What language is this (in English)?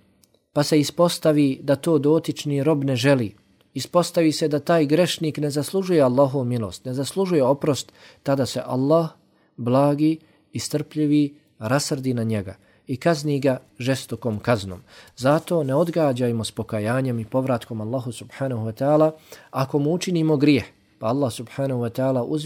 Bosnian